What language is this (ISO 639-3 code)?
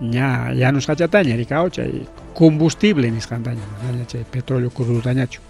quy